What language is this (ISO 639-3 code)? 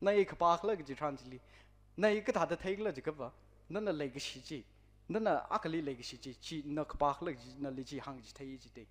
nmf